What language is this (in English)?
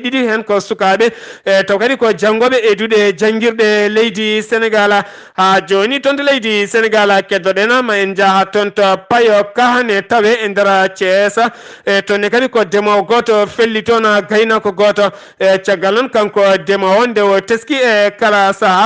Fula